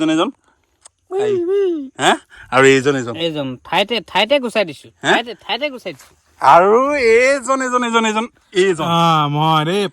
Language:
Assamese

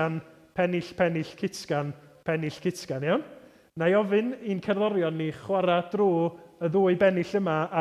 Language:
Welsh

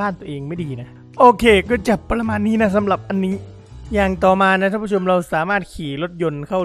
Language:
Thai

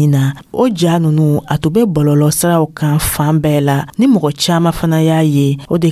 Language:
Dyula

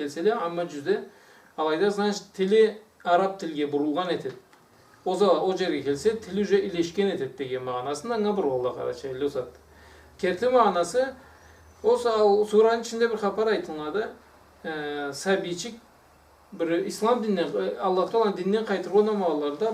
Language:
Karachay-Balkar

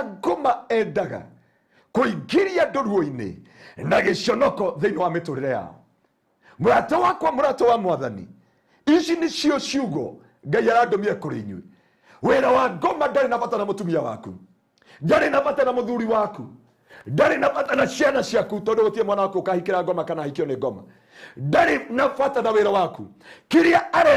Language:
Kikuyu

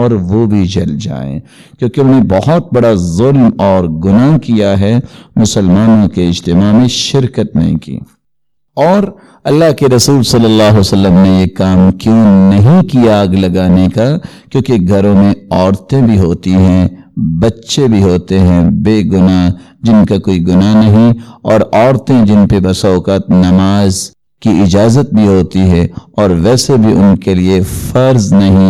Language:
Urdu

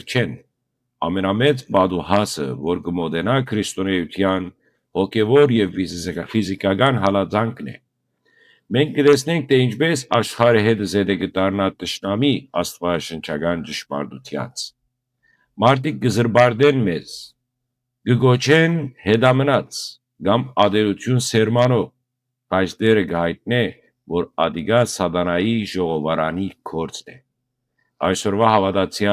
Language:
Western Armenian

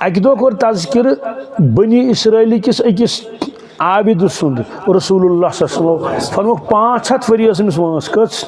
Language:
Kashmiri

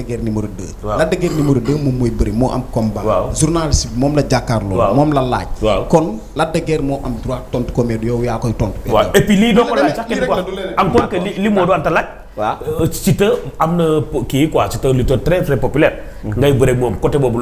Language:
Wolof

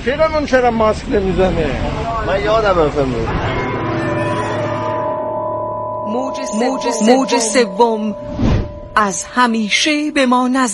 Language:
Persian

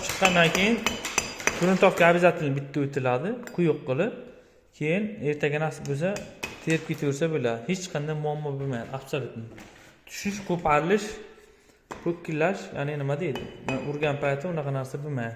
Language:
Uzbek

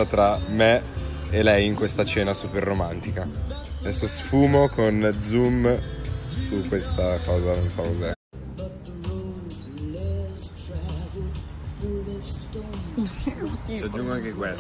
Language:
Italian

